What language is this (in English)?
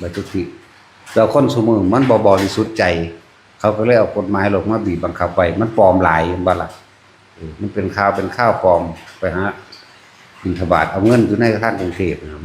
Northeastern Thai